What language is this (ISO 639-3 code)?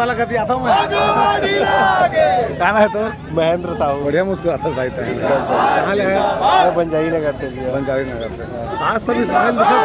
hne